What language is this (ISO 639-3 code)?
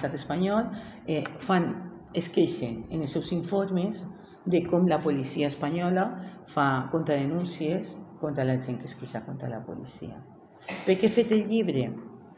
cat